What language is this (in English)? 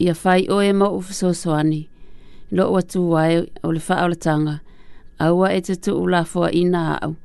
Samoan